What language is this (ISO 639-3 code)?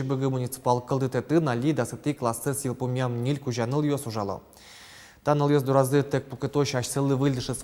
udm